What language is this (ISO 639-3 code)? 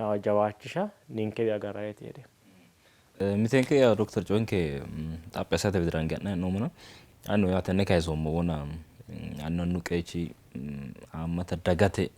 sid